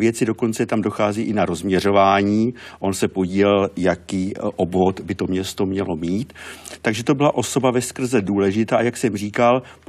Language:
Czech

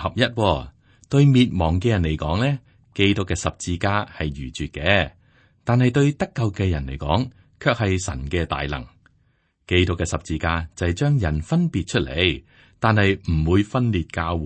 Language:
Cantonese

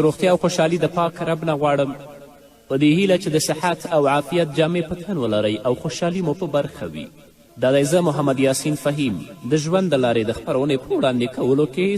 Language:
Pashto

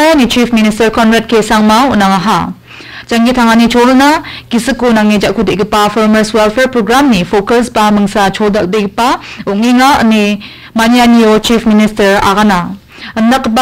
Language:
Garo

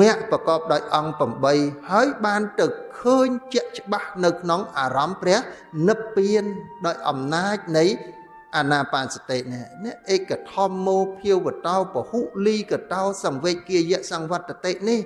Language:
Khmer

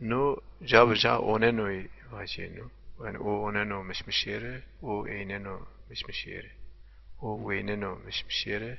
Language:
Zaza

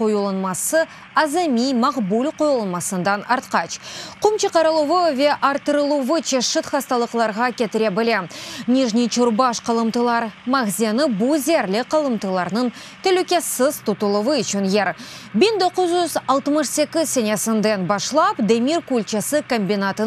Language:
Crimean Tatar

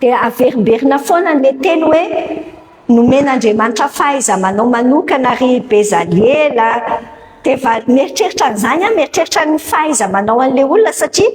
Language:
Malagasy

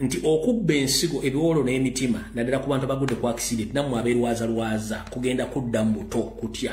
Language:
Ganda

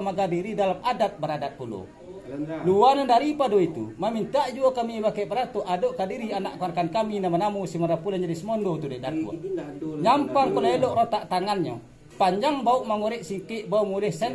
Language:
Minangkabau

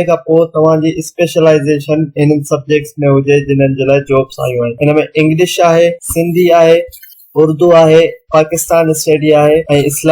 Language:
Sindhi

